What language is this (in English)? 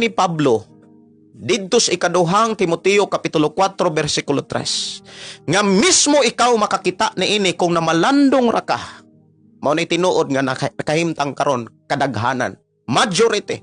Cebuano